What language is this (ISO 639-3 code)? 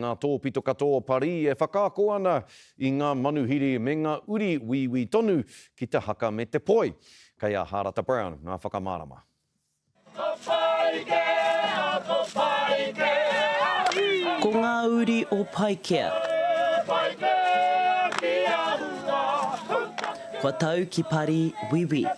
mri